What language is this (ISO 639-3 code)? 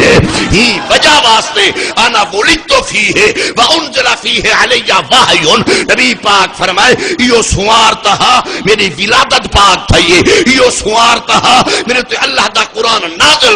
skr